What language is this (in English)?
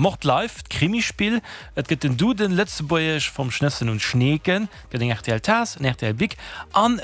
Luxembourgish